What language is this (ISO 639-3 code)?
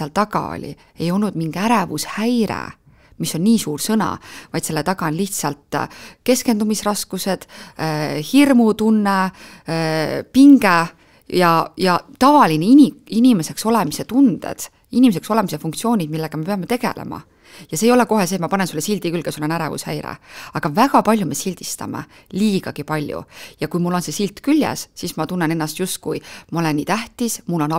est